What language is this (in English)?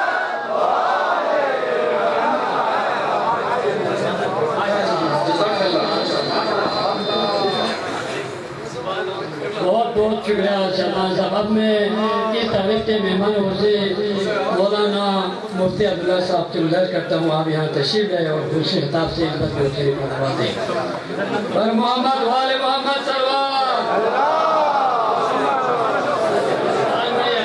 Urdu